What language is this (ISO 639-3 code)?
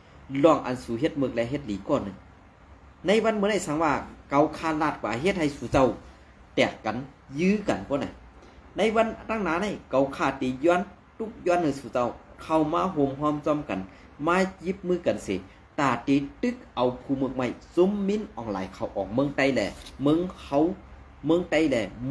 shn